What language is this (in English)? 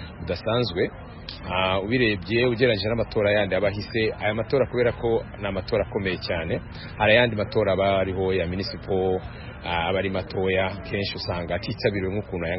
Kinyarwanda